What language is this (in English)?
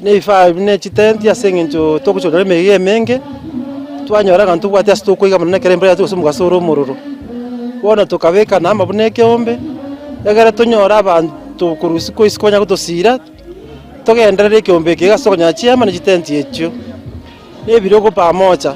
Gusii